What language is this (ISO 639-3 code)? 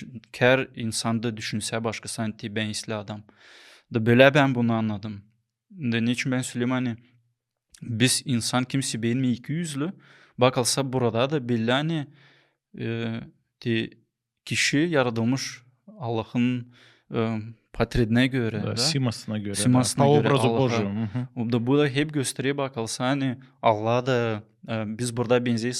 gag